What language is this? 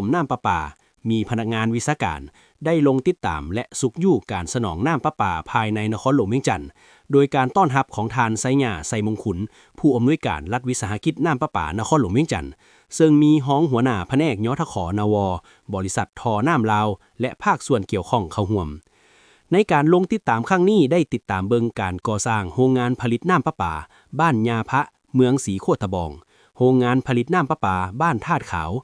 Lao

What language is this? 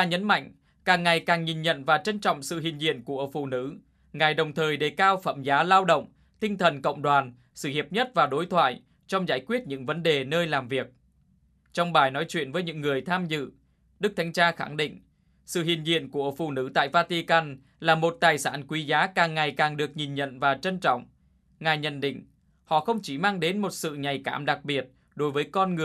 Vietnamese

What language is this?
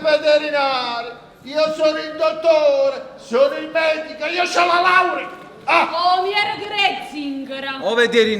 Neapolitan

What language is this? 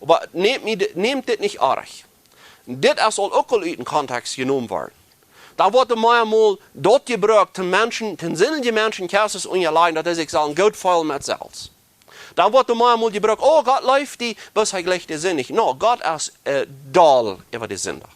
Plautdietsch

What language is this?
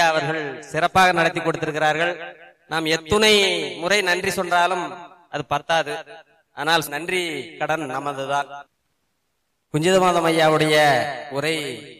Tamil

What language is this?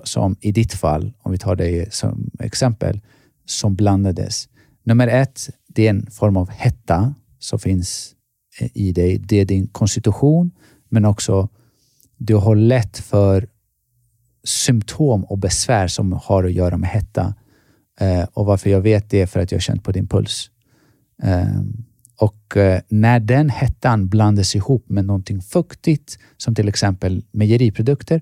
Swedish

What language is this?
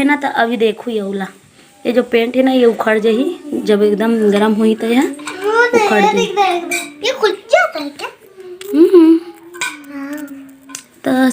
Chhattisgarhi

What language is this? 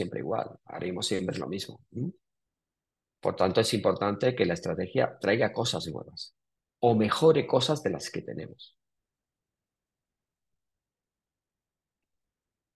Spanish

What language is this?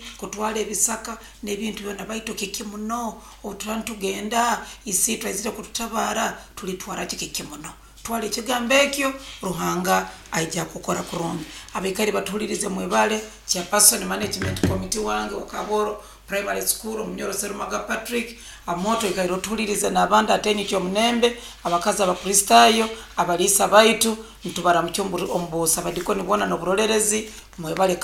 Nyoro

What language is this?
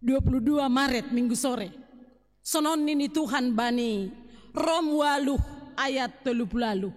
Batak Simalungun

